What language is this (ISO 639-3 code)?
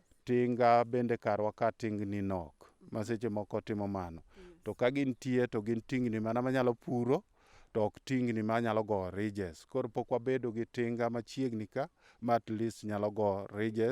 luo